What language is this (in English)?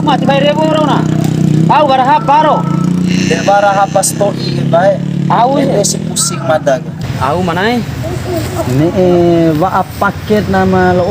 Bima